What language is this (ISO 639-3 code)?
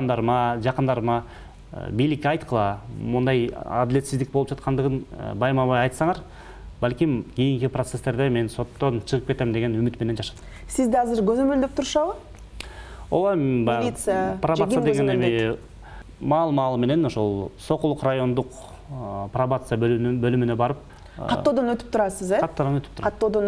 kir